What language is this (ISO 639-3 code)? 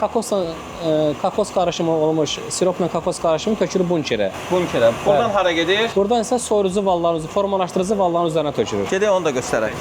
aze